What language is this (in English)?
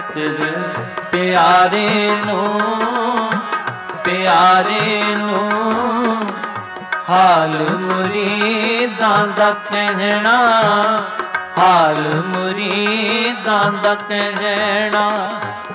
Punjabi